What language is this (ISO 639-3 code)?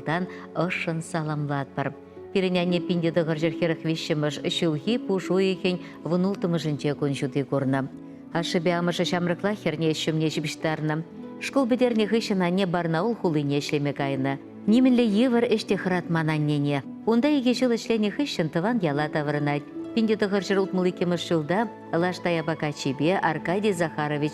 chv